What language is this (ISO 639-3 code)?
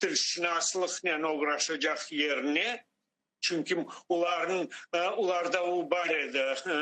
crh